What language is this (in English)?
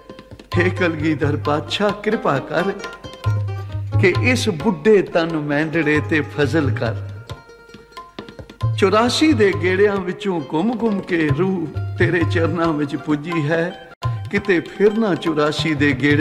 Punjabi